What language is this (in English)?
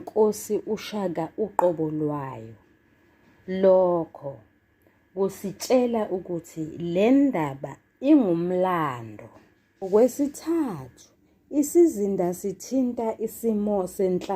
Zulu